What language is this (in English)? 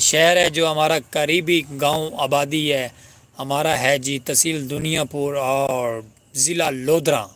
Saraiki